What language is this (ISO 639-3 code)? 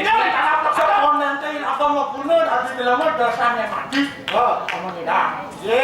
ban